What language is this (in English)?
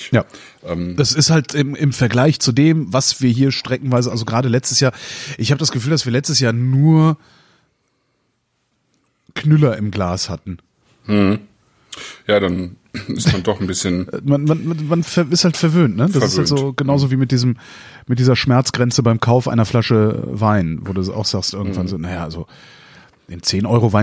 German